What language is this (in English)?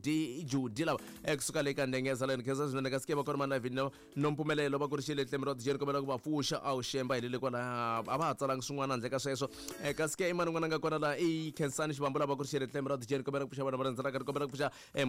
Tsonga